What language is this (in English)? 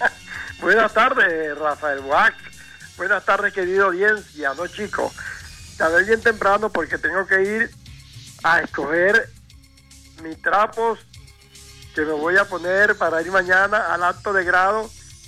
Spanish